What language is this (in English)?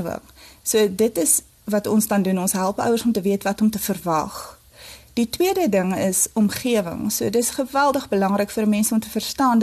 Afrikaans